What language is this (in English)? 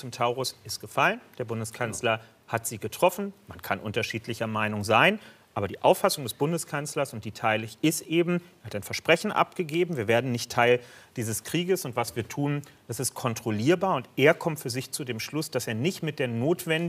German